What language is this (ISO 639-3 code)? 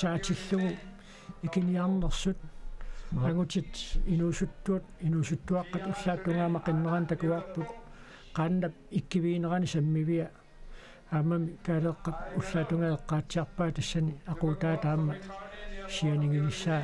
kal